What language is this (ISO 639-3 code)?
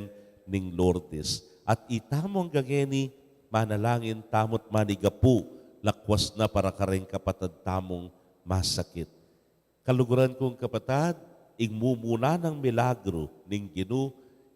pam